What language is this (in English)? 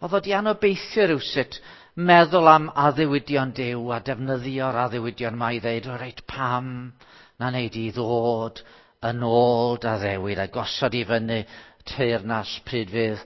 Welsh